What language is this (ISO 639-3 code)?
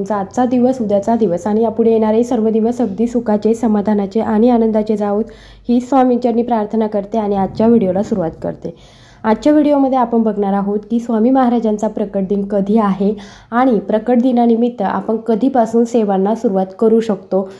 mar